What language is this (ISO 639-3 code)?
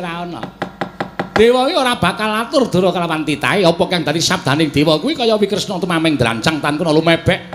jav